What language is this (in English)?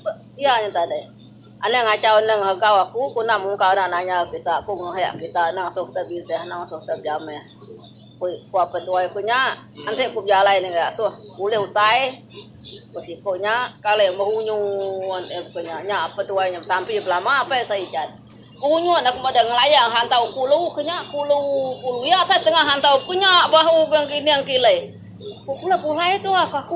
Iban